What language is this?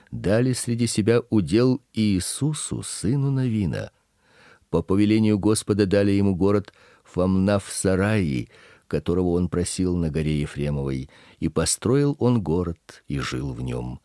Russian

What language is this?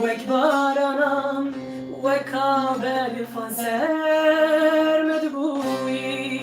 Kurdish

